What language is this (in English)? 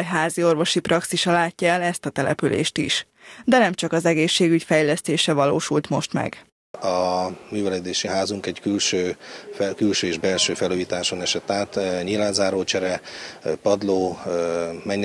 Hungarian